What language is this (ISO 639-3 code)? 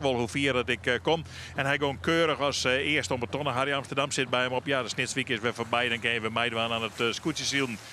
fry